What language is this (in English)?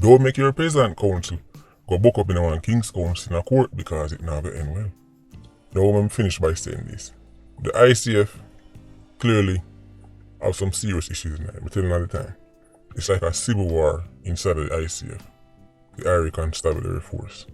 Jamaican Creole English